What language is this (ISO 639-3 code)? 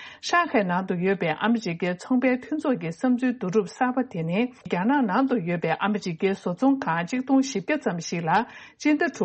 bod